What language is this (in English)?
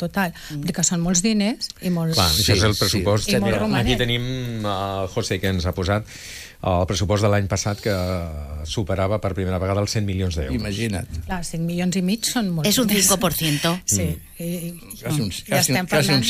Catalan